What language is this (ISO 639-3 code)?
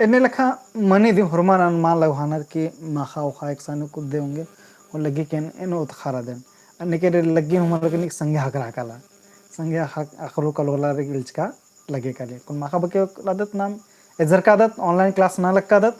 kru